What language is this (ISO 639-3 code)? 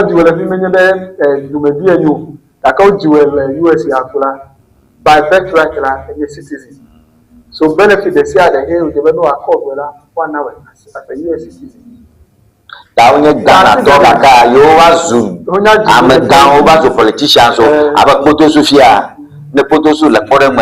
ewe